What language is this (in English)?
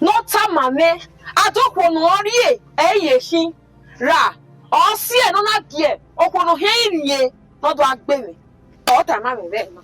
Bini